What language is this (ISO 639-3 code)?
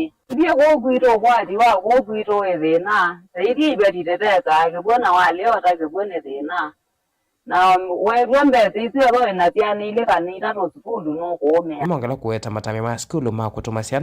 kam